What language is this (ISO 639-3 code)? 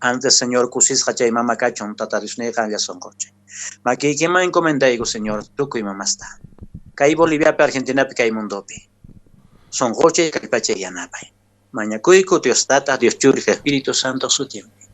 que